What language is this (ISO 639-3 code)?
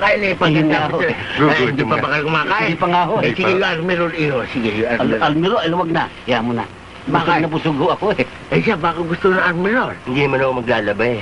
fil